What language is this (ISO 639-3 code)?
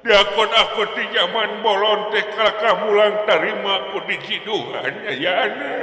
sun